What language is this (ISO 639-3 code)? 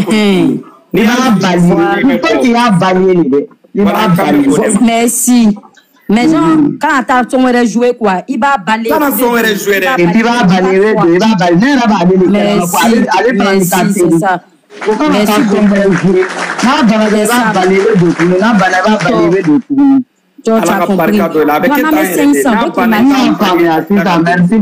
bam